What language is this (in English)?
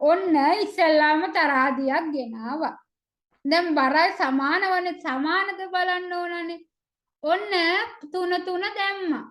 Sinhala